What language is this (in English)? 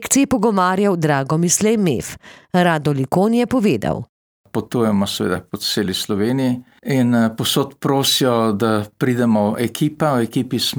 Slovenian